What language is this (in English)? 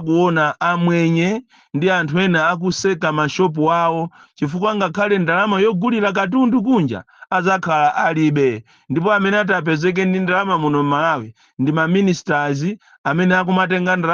Nyanja